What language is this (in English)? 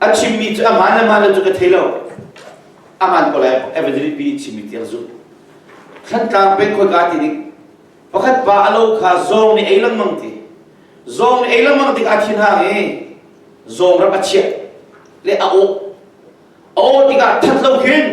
Hakha Chin